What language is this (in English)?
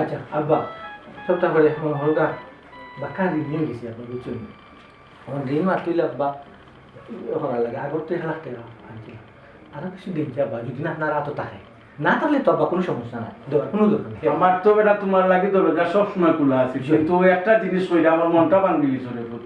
Sylheti